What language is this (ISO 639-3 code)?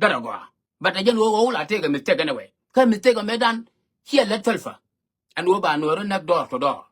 nus